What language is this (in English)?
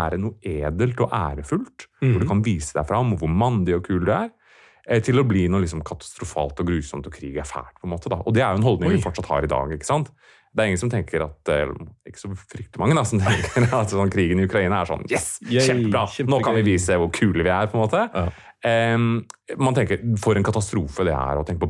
Norwegian